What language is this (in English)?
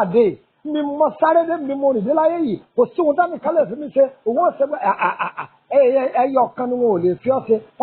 Yoruba